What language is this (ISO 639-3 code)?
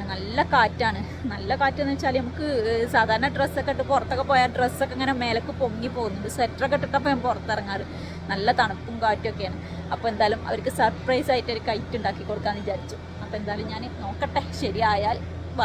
mal